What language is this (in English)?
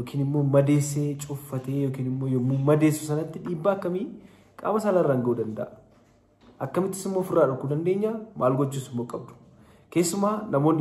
Oromo